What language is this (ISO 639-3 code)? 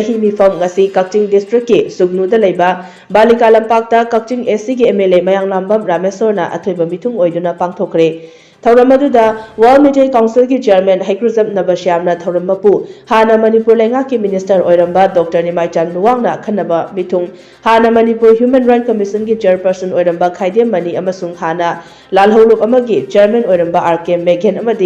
mni